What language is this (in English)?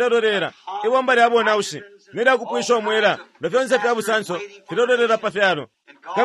Bemba